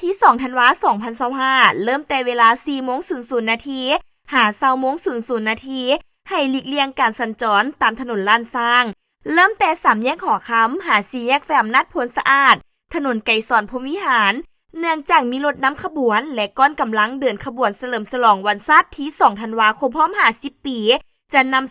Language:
Lao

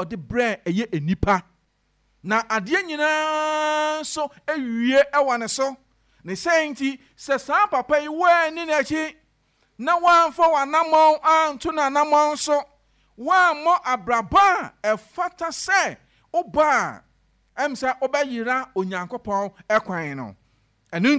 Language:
Akan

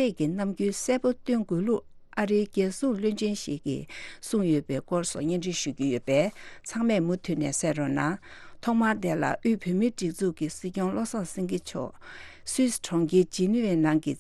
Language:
Tibetan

